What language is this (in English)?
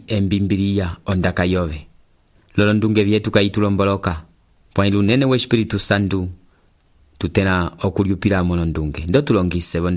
Umbundu